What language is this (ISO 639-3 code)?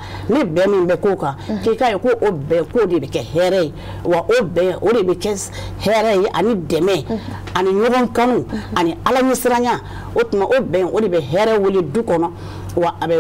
bam